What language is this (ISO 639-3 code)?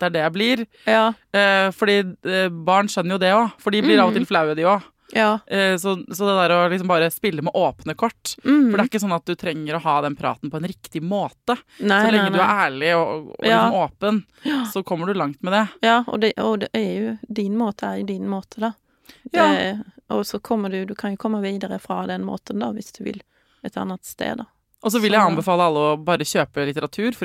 nor